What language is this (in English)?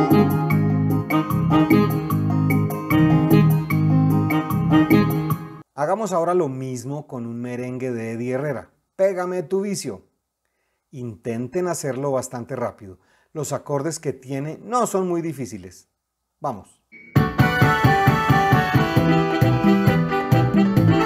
Spanish